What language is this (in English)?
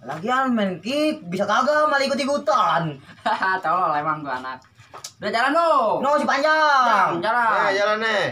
Betawi